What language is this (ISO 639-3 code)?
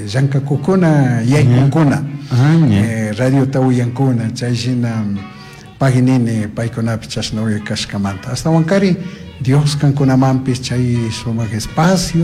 qug